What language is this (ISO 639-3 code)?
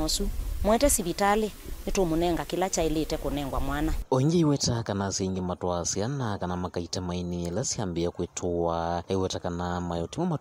kam